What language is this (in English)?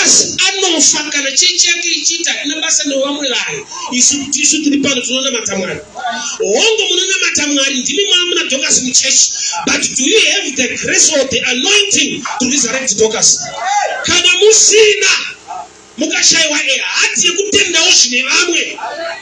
Shona